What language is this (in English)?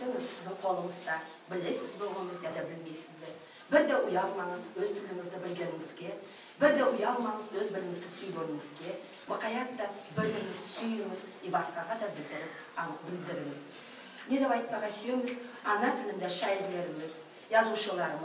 Nogai